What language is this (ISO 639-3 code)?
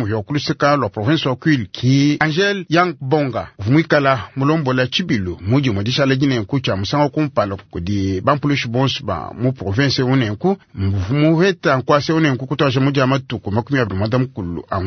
lua